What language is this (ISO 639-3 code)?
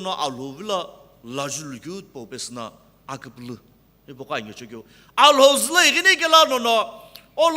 nsm